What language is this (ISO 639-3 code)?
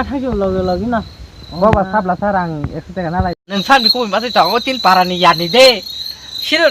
trp